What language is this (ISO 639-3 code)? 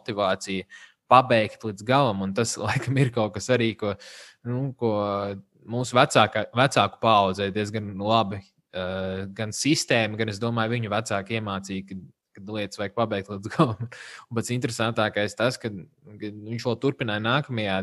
lav